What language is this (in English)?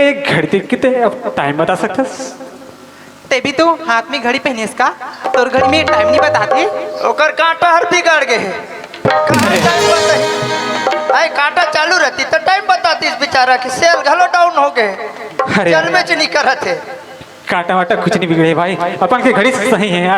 Chhattisgarhi